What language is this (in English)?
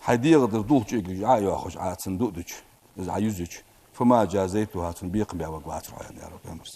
Ingush